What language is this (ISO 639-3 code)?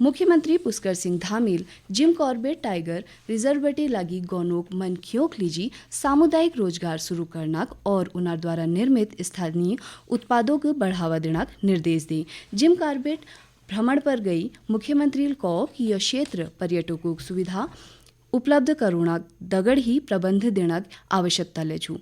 gbm